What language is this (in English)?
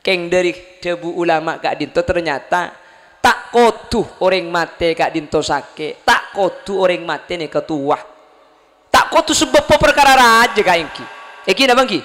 Madurese